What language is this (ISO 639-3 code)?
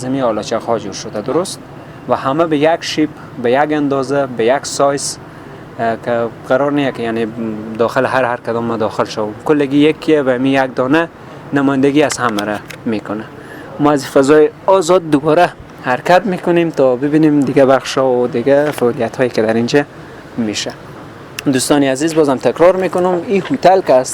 fas